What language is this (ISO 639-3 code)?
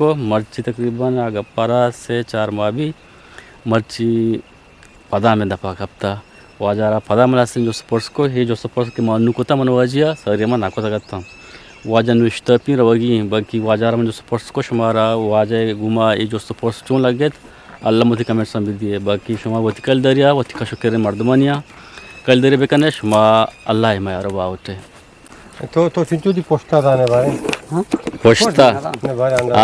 bgp